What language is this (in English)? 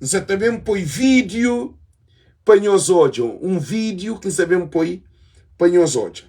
Kabuverdianu